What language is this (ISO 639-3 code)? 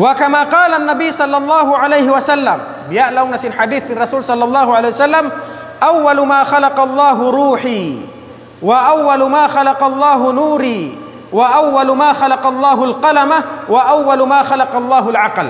tsg